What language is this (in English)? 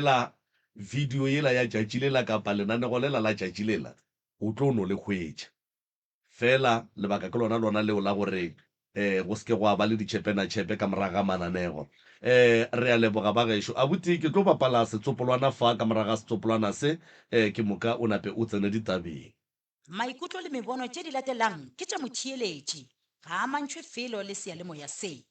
Northern Sotho